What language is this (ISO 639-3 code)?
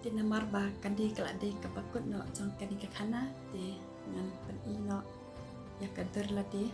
kha